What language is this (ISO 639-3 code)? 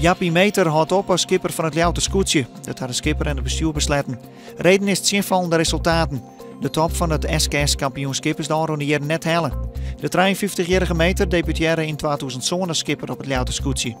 fry